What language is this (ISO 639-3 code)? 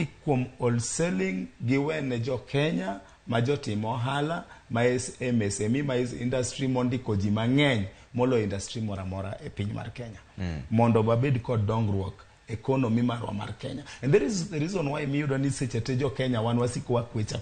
luo